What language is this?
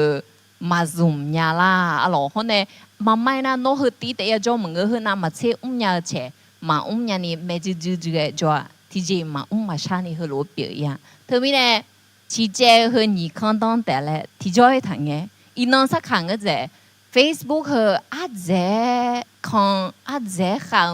Akha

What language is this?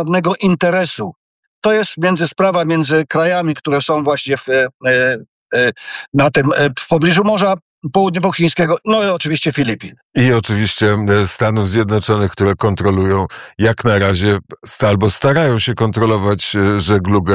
Polish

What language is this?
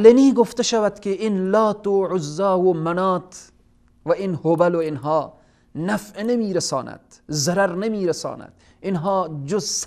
Persian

